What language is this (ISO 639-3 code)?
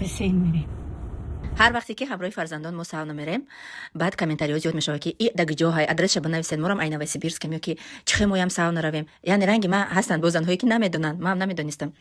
tgk